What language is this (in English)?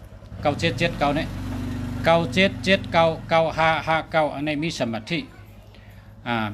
Shan